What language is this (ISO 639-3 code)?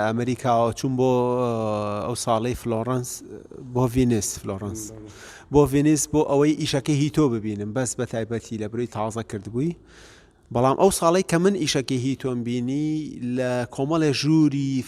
ckb